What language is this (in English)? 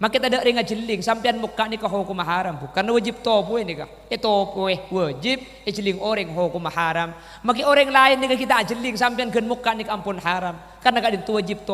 Madurese